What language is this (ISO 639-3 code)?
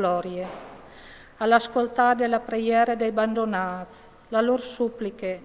fur